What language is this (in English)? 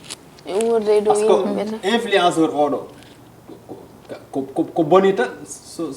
Fula